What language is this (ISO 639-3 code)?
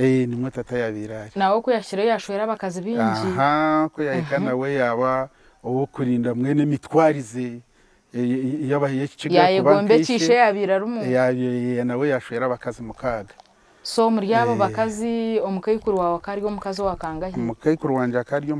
nyn